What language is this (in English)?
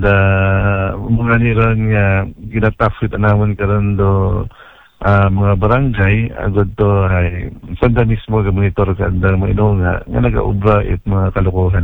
Aklanon